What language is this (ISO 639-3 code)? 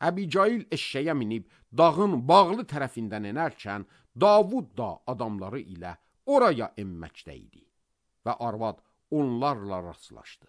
aze